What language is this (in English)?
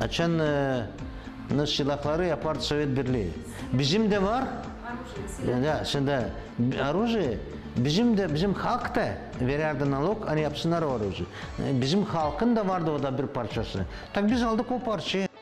Gagauz